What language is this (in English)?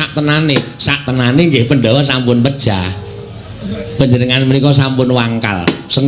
Javanese